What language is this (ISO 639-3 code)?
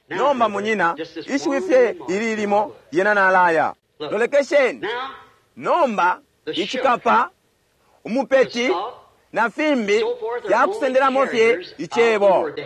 bem